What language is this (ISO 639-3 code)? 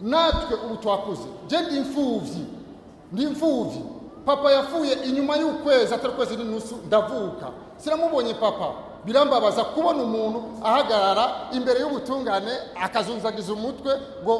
run